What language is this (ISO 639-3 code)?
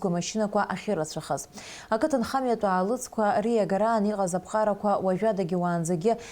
abk